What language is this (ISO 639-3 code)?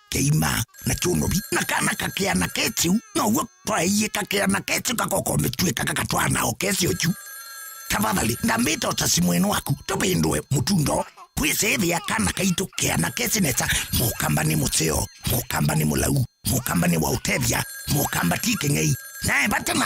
kam